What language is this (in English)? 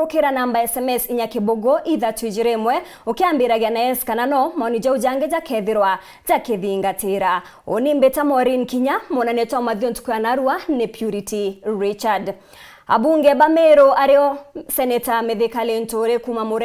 Meru